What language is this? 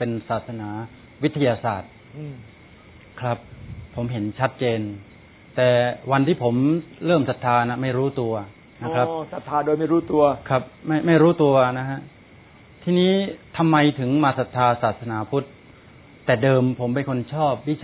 Thai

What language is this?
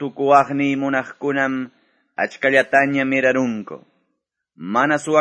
Quechua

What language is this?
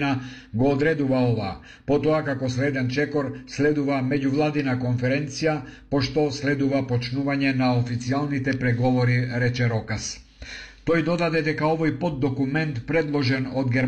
Macedonian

